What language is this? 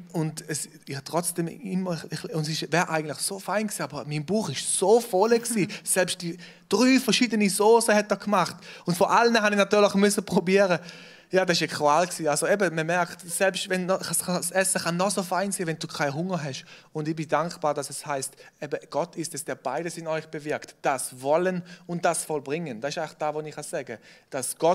Swiss German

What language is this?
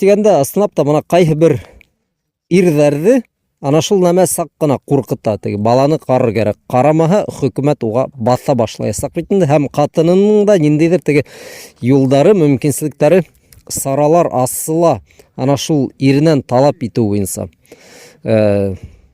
Bashkir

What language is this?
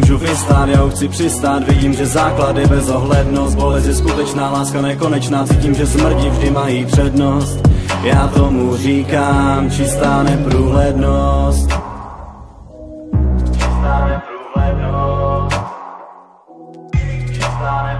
Czech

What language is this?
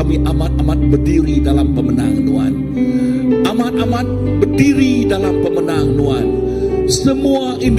Iban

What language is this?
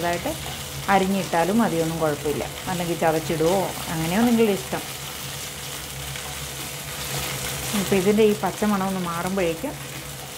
Malayalam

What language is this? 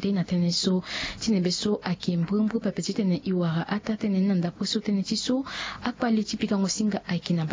Sango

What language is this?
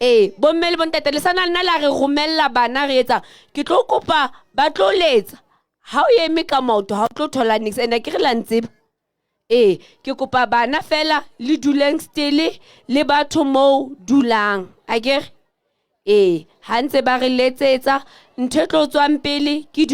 Southern Sotho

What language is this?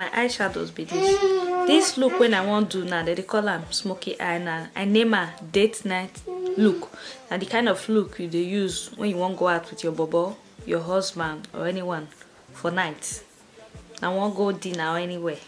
Nigerian Pidgin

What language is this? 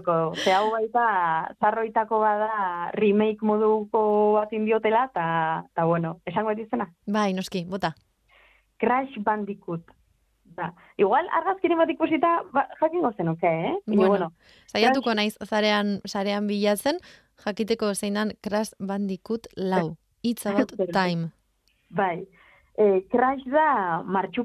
Basque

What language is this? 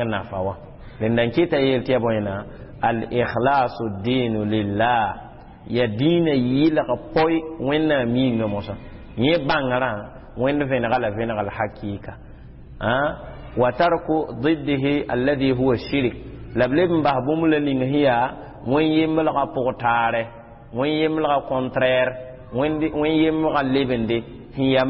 Mossi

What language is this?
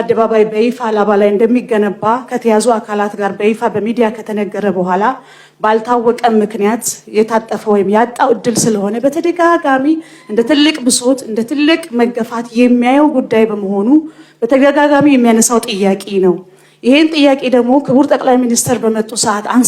Amharic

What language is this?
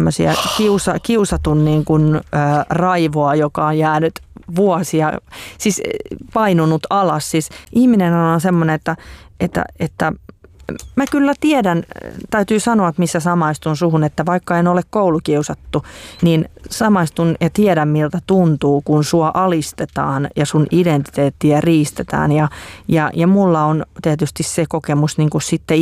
Finnish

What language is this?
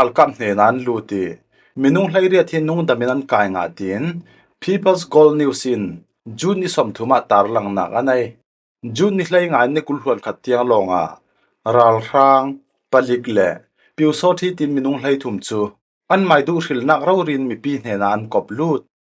Falam Chin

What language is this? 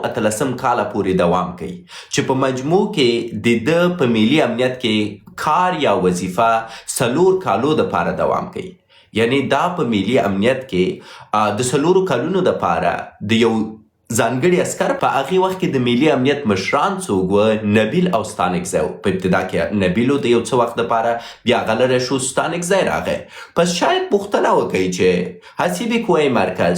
Pashto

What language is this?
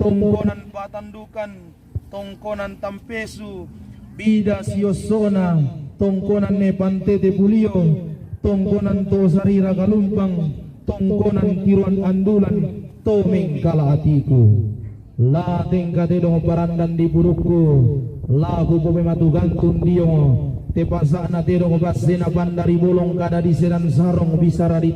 Toraja-Sa'dan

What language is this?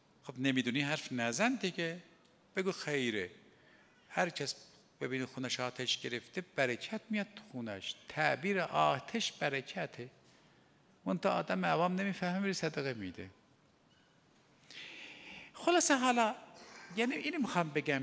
Persian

